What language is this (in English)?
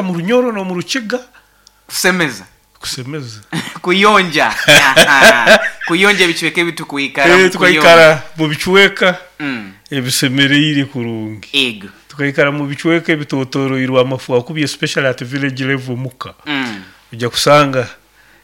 Nyoro